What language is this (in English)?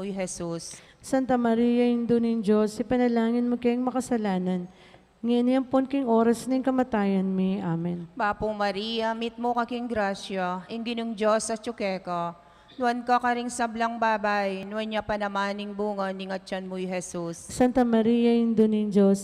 Pampanga